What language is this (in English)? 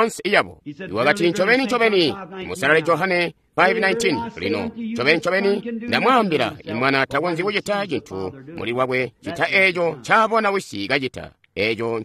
Tonga (Zambia)